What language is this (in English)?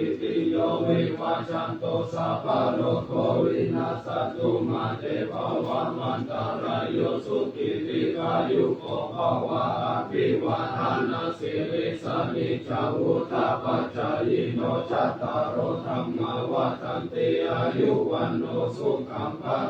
Pali